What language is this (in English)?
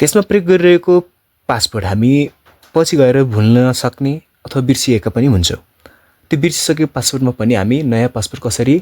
Nepali